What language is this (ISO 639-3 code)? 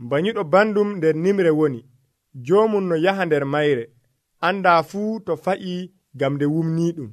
fuv